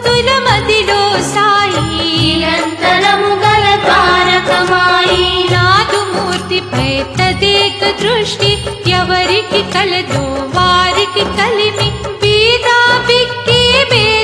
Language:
Telugu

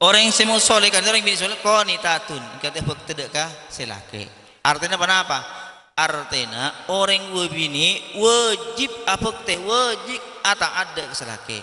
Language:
Madurese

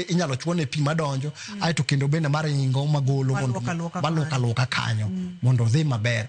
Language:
Luo (Kenya and Tanzania)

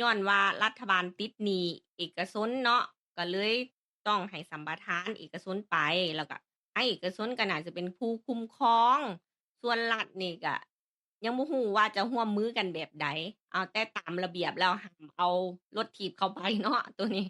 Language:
Lao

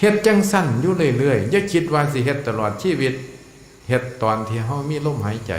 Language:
Lao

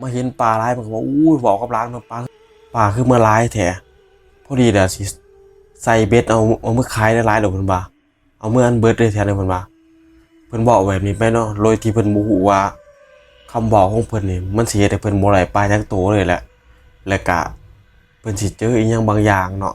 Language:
Northeastern Thai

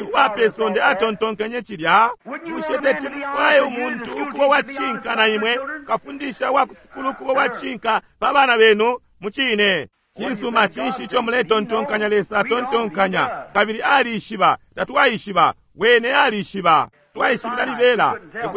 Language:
Bemba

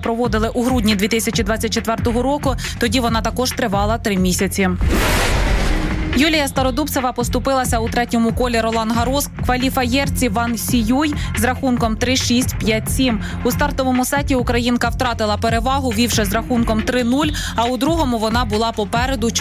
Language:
Ukrainian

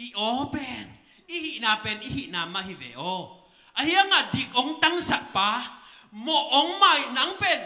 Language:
Tedim Chin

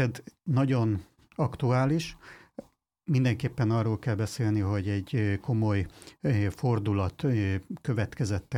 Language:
Hungarian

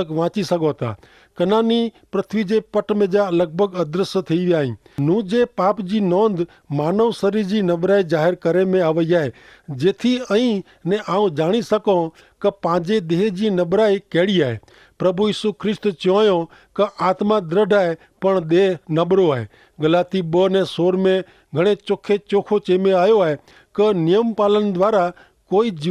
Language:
Kachhi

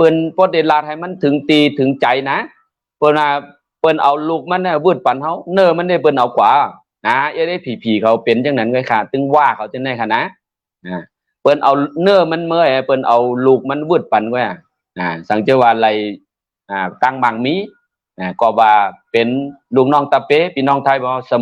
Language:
Shan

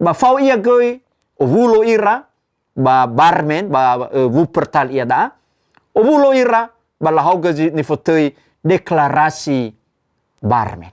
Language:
Nias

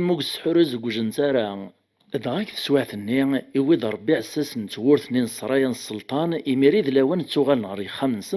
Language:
Kabyle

